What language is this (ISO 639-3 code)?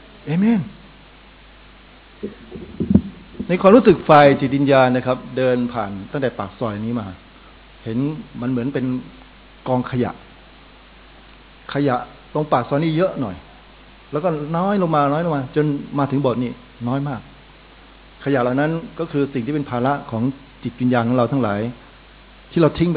tha